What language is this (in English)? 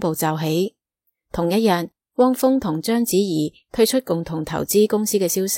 Cantonese